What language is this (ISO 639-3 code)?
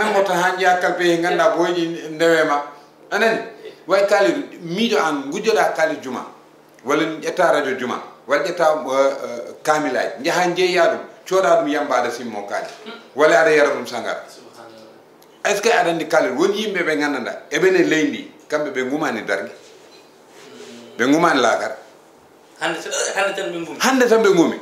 ful